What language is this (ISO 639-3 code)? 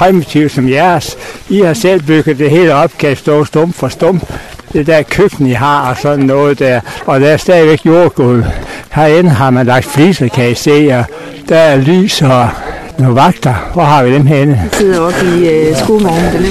dan